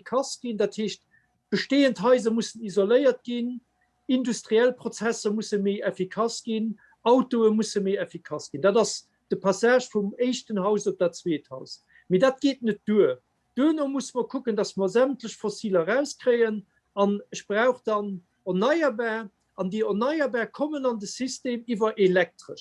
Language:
Luxembourgish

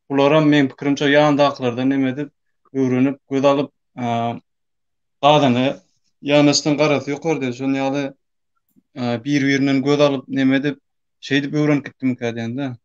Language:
Turkmen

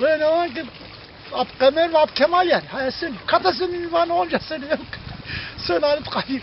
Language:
Zaza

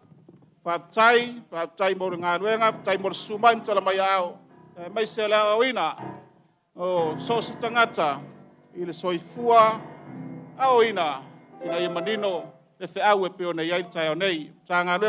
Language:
Samoan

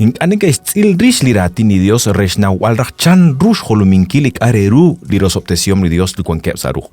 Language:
Kekchí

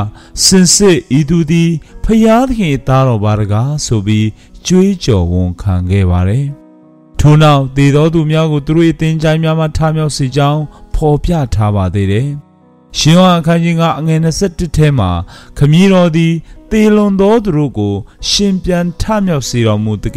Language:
Burmese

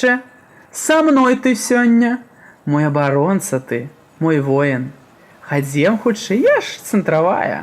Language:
Belarusian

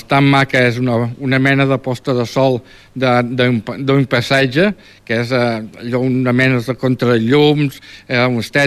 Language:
Catalan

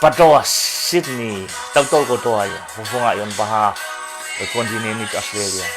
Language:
Tongan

